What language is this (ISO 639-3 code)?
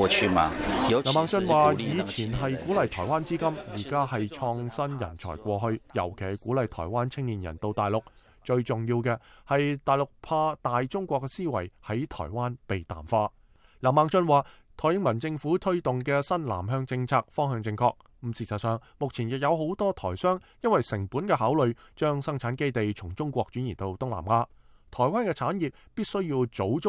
yue